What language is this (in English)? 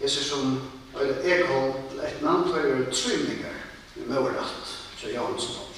Faroese